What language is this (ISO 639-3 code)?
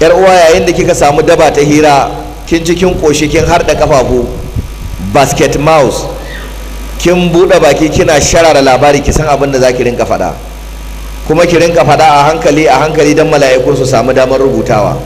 hau